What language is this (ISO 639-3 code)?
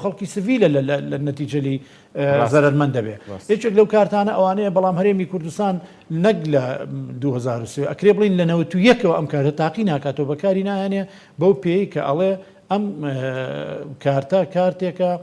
ckb